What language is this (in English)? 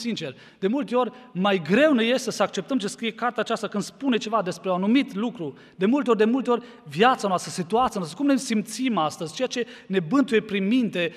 Romanian